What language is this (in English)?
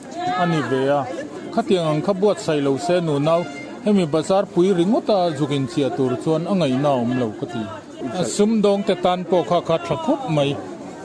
Mizo